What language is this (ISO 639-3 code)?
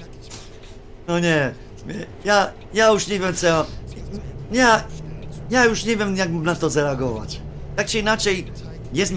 pol